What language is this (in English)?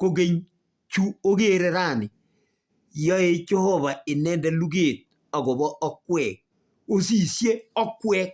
Kalenjin